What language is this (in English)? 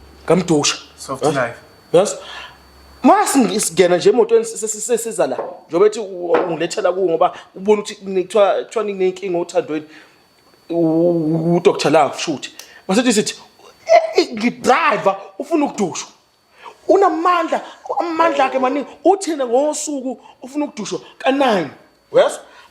Zulu